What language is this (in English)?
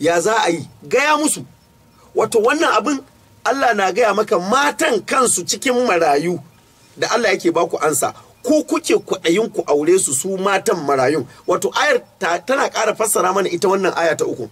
Hausa